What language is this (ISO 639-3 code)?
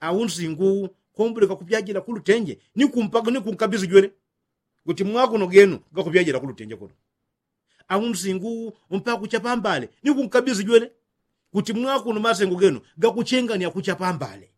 yao